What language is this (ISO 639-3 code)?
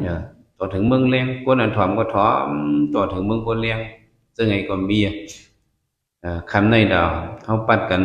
shn